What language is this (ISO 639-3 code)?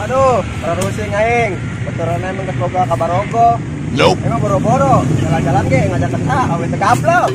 sun